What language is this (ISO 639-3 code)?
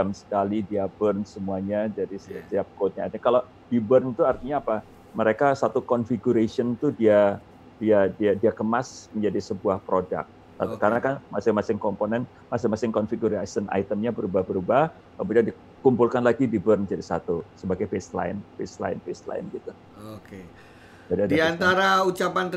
ind